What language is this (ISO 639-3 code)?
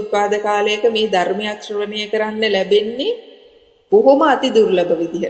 sin